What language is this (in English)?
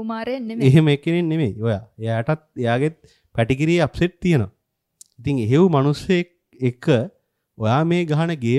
Sinhala